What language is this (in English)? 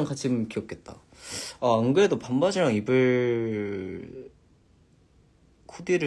Korean